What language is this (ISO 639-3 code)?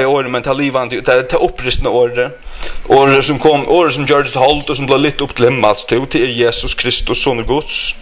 fao